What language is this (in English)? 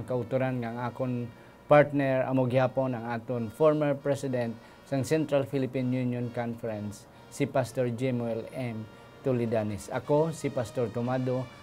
Hiligaynon